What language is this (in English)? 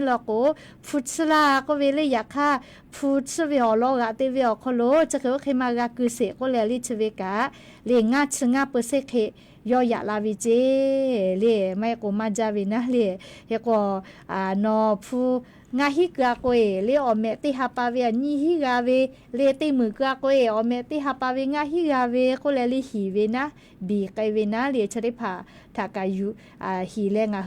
Lahu